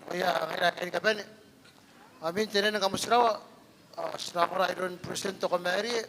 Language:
Gilbertese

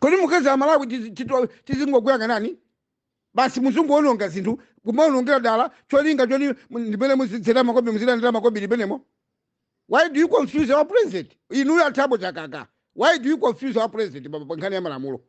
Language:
Nyanja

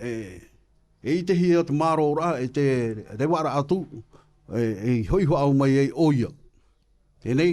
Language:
Tahitian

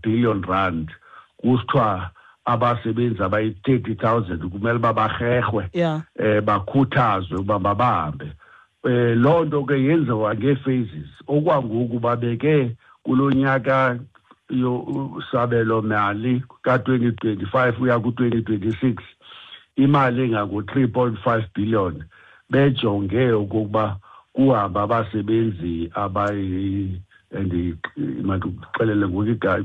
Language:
Xhosa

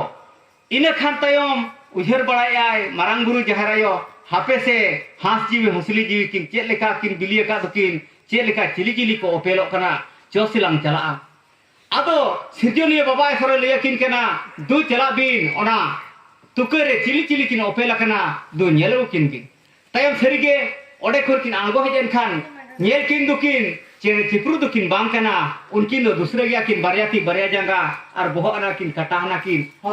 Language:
Santali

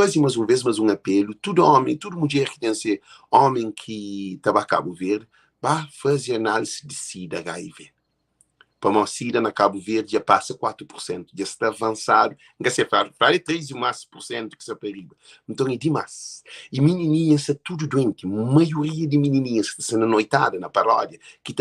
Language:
Kabuverdianu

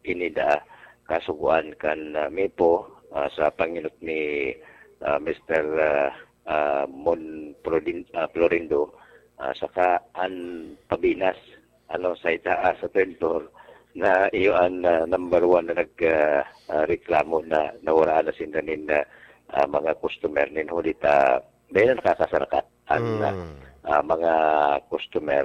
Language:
Bikol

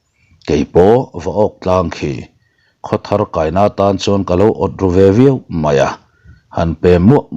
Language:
Mizo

